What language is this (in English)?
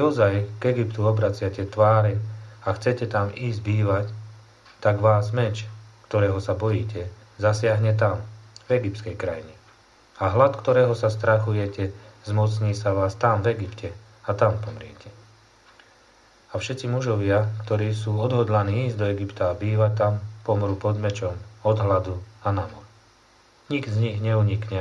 Slovak